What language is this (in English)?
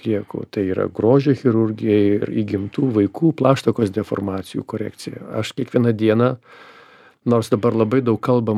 Lithuanian